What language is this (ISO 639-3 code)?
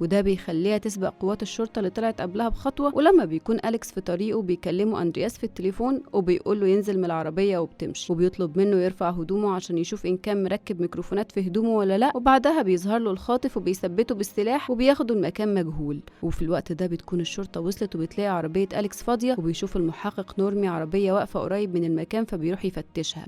arz